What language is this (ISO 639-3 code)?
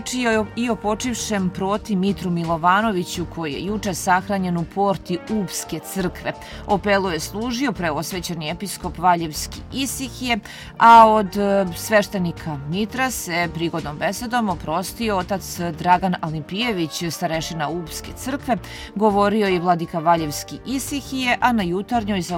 srp